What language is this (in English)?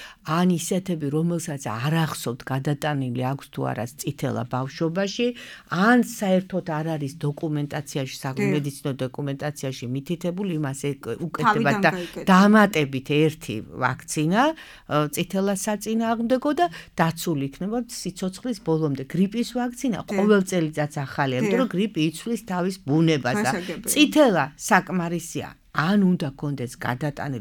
Georgian